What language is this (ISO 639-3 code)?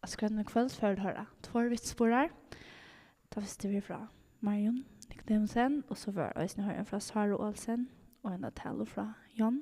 fao